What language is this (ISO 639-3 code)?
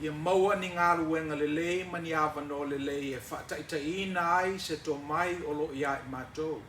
smo